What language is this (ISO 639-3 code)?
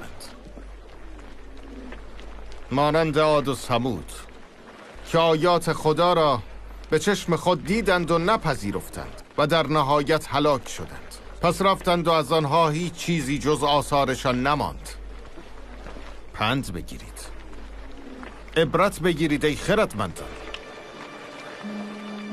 fas